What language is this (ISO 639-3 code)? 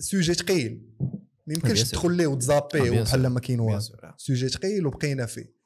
ary